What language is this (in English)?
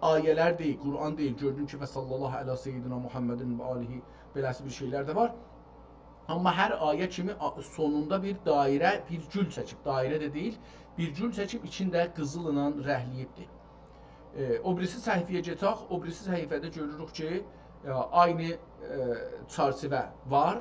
South Azerbaijani